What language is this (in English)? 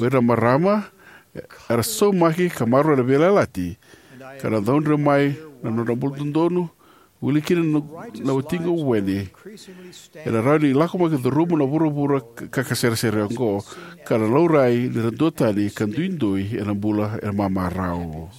Fijian